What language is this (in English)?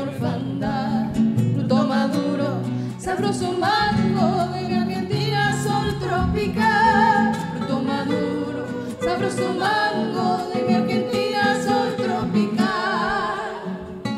Spanish